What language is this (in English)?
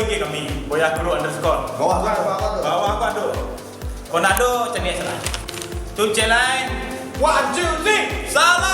Minangkabau